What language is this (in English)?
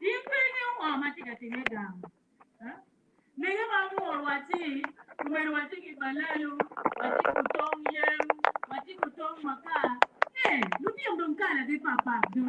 Acoli